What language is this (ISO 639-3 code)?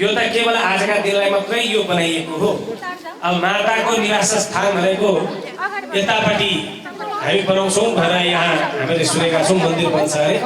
nep